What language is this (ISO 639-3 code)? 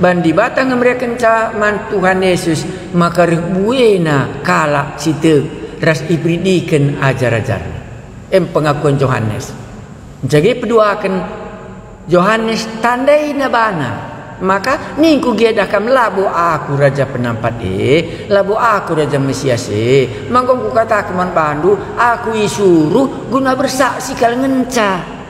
btx